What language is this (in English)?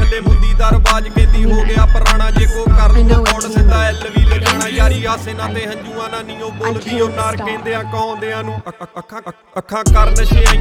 Punjabi